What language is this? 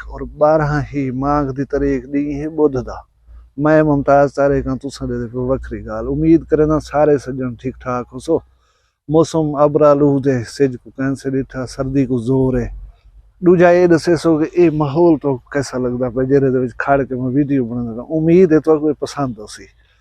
Saraiki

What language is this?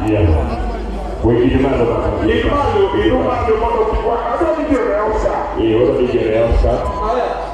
Luo (Kenya and Tanzania)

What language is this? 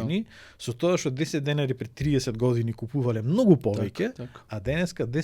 Macedonian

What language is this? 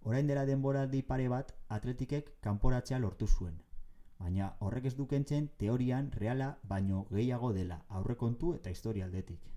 Basque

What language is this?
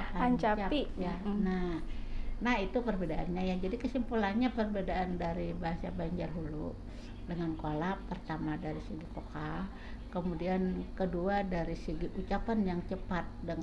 Banjar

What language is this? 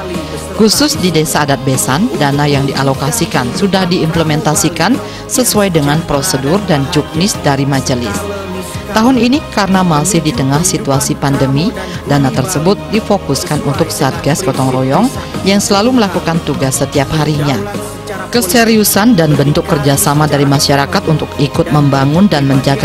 Indonesian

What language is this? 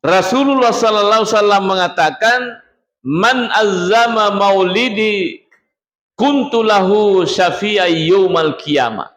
Buginese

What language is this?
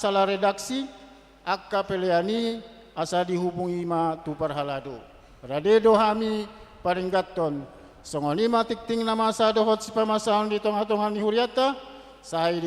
Batak Toba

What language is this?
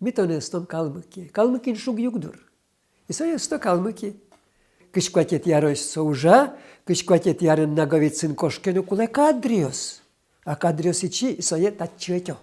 Udmurt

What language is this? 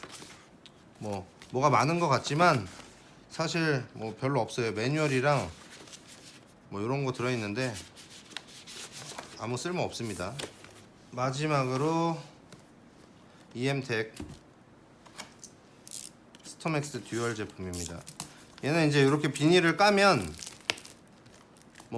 Korean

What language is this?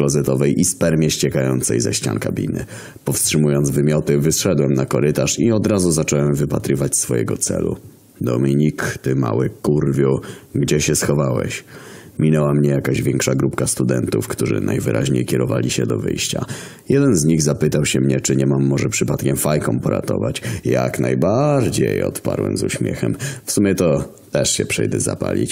Polish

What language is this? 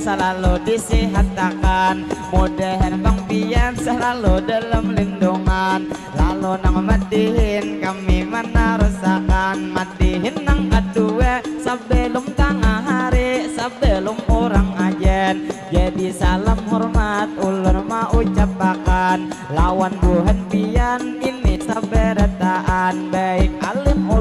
Banjar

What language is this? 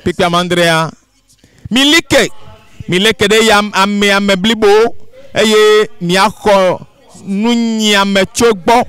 Ewe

